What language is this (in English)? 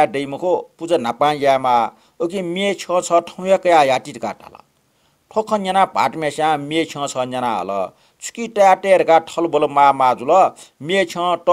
Newari